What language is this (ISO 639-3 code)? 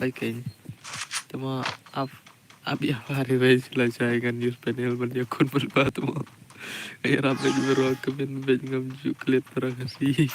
kha